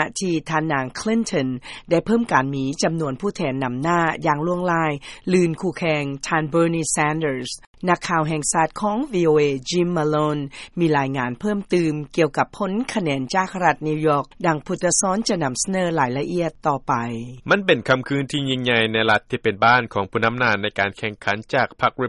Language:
Lao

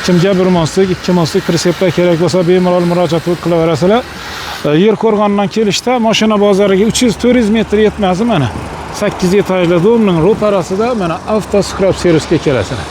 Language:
Uzbek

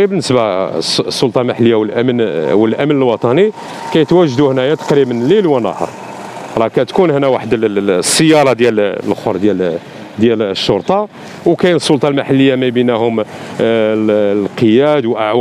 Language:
Moroccan Arabic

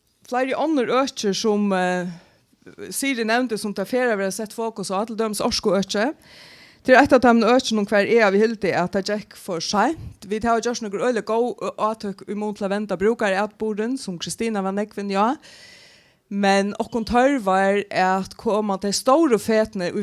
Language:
Faroese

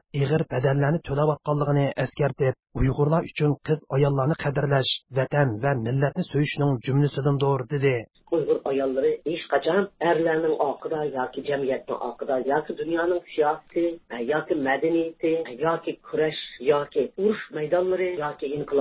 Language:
Uyghur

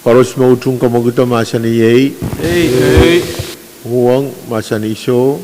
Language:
Pohnpeian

